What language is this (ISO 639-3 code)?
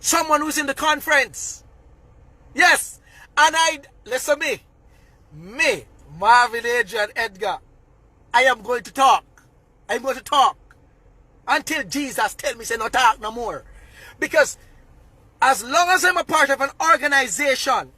jam